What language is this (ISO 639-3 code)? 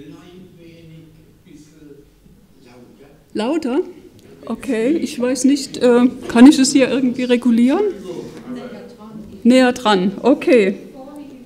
deu